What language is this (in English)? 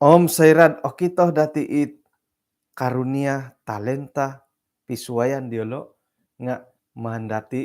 Central Dusun